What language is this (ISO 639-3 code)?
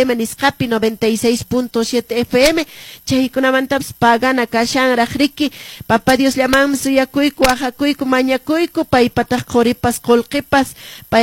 que